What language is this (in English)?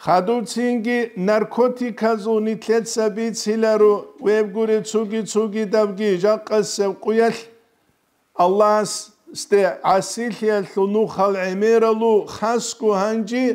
Avaric